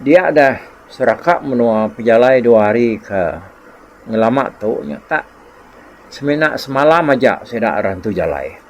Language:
Iban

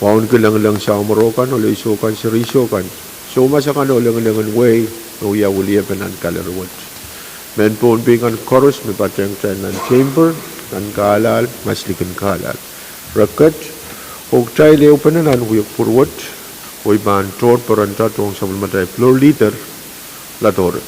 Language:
Pohnpeian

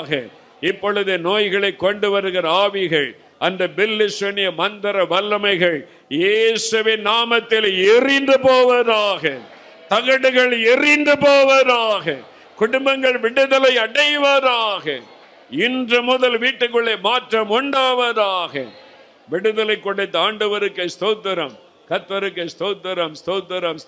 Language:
Tamil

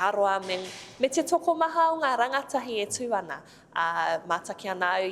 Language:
Māori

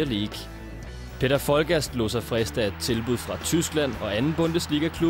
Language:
Danish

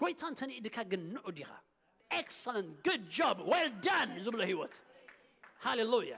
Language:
Tigrinya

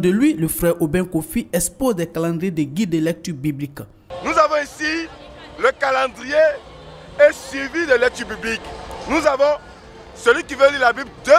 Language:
French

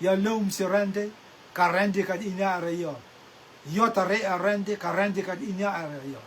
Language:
Rotuman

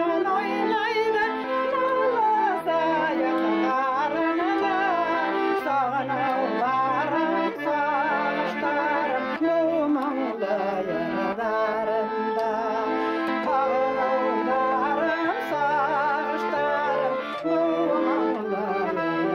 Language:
Bashkir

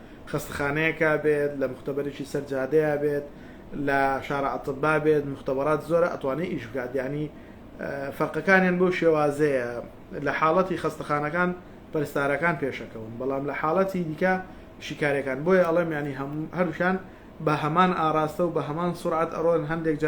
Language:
Central Kurdish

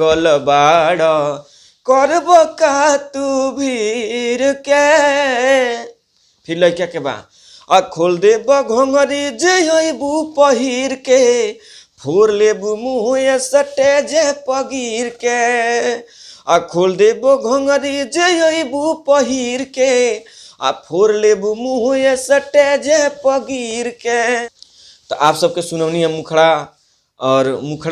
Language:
Bhojpuri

